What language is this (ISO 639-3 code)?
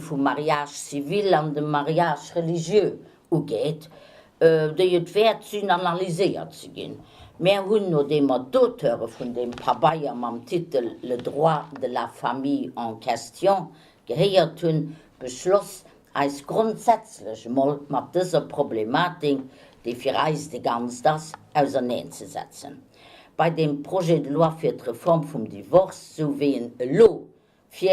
ltz